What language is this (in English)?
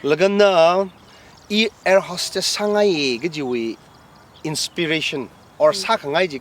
Tangkhul Naga (India)